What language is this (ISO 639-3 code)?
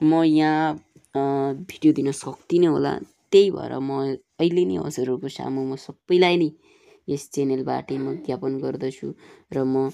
nep